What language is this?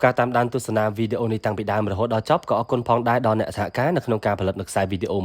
Khmer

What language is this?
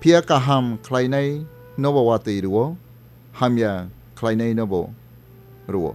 Kok Borok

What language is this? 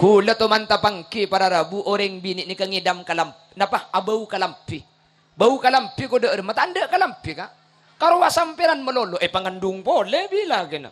Madurese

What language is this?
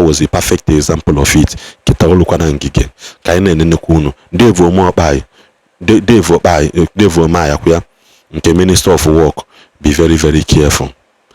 Igbo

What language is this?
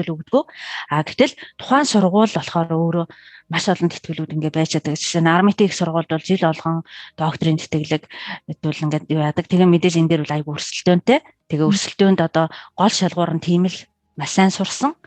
Mongolian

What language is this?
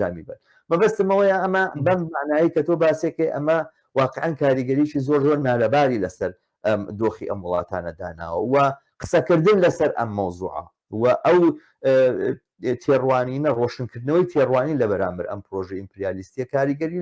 Central Kurdish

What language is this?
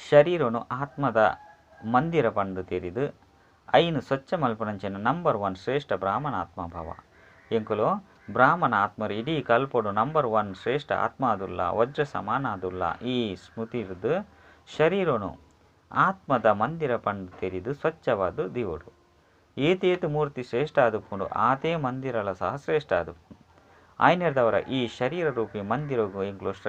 Tulu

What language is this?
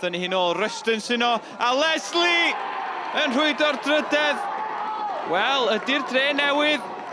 Welsh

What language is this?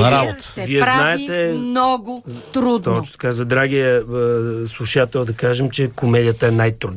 Bulgarian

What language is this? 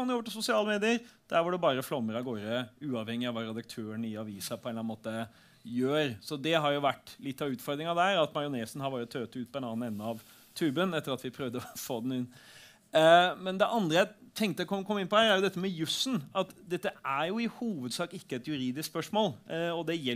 Norwegian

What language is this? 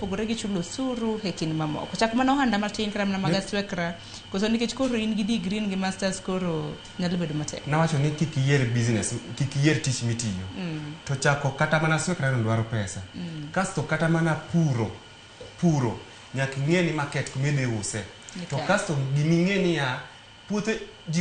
Luo (Kenya and Tanzania)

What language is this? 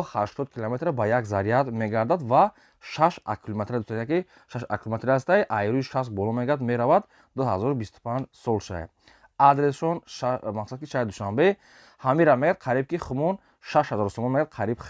Tajik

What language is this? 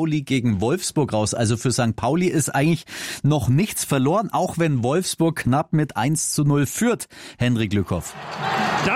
German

